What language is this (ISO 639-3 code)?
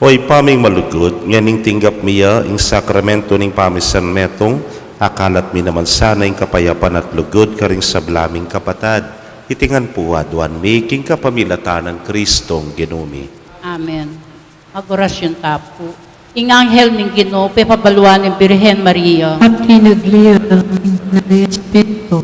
pam